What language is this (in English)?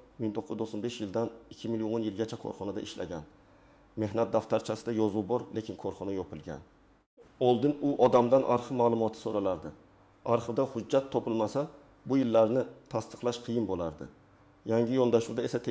Uzbek